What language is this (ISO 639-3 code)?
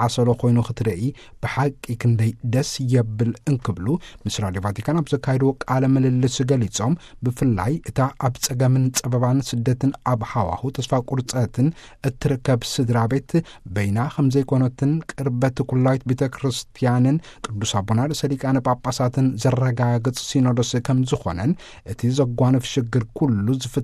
tir